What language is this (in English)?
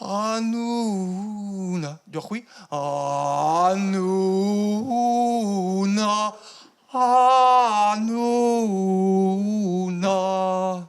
Breton